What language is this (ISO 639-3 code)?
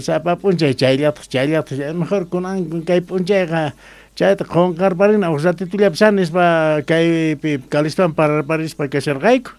que